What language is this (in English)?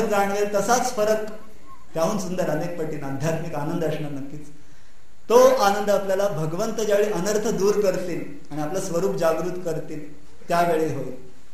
Marathi